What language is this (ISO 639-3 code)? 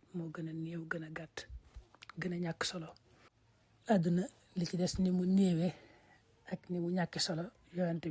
wol